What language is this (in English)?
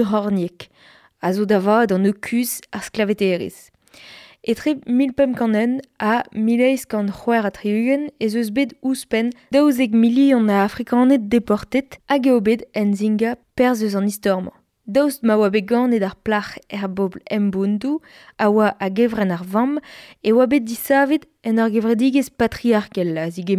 Breton